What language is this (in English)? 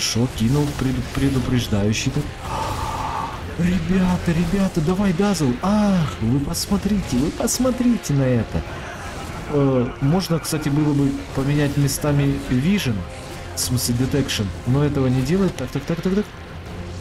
Russian